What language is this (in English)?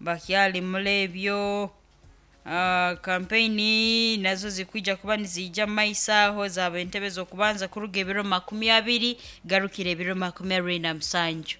Nyoro